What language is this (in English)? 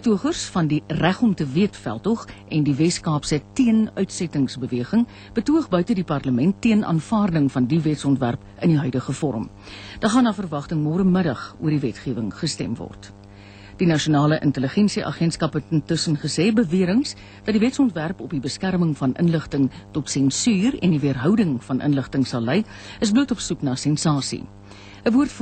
Afrikaans